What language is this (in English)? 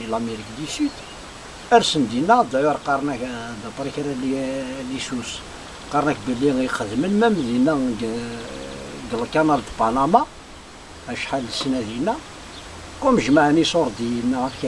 Kabyle